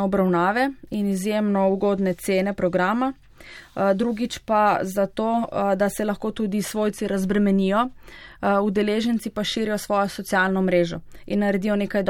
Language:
Slovenian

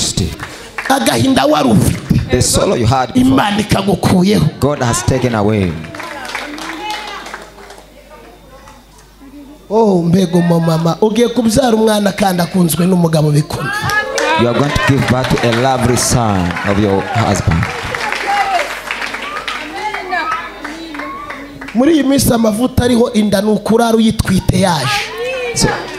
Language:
Kinyarwanda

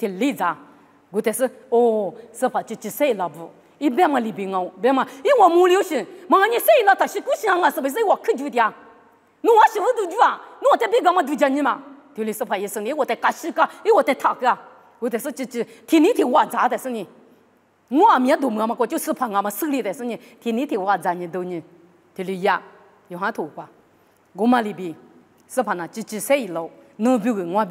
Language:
Lisu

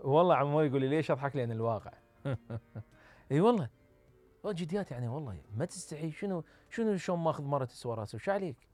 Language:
Mesopotamian Arabic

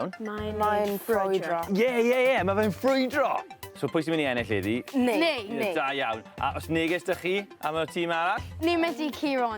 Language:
Welsh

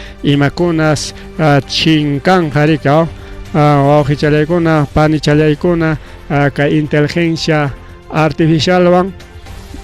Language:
Ayacucho Quechua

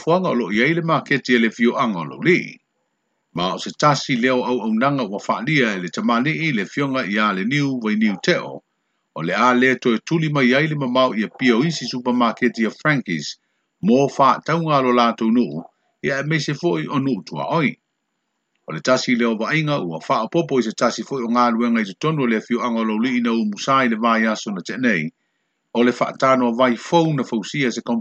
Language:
Samoan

